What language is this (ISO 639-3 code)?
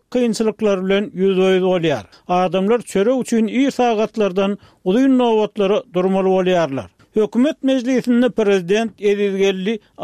tuk